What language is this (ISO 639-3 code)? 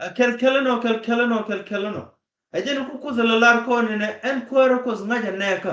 nus